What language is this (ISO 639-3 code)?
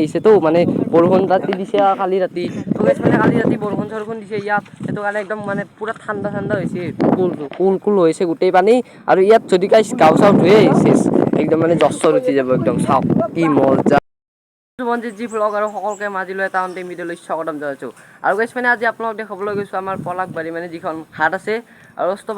asm